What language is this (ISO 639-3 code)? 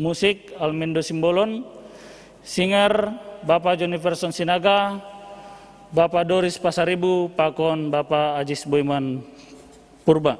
bts